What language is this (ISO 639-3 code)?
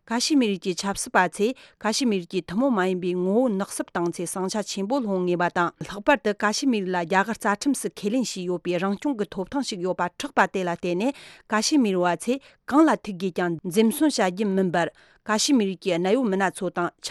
bod